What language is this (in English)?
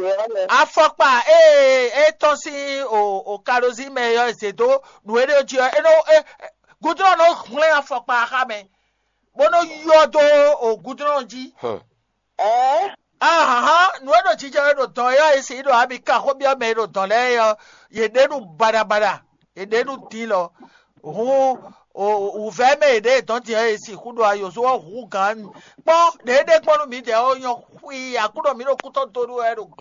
Fon